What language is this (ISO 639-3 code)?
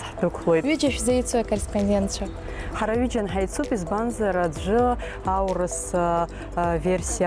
abk